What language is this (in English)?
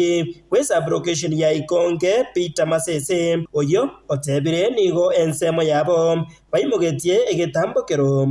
Gusii